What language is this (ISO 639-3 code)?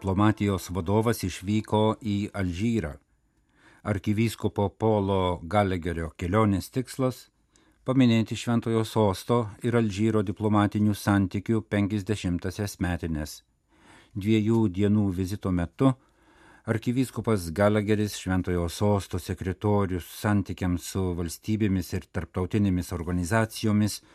lit